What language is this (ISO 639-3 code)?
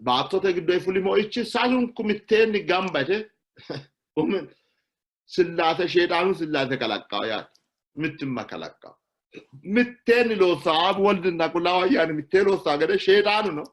sid